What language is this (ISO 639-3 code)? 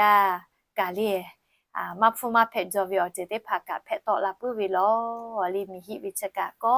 lhu